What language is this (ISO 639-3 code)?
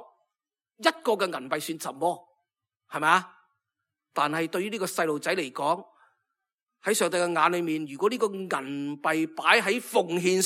yue